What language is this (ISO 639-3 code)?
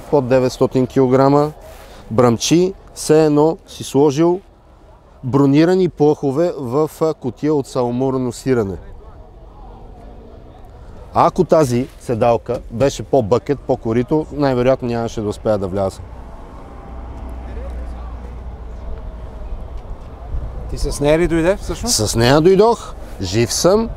bul